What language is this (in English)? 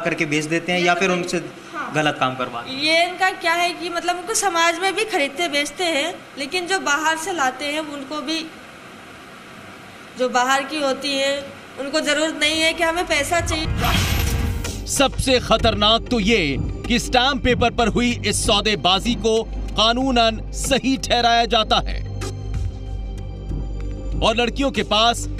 Hindi